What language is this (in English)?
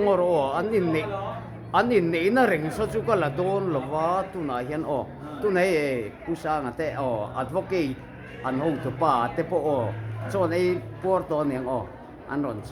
Mizo